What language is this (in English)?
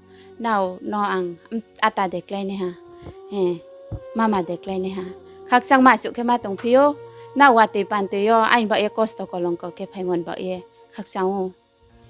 Riang (India)